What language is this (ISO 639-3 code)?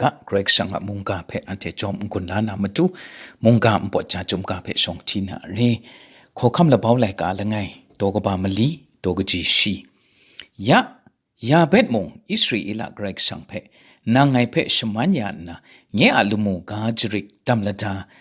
kac